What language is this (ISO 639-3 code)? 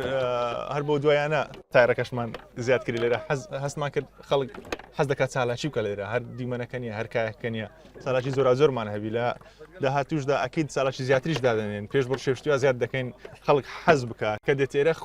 ckb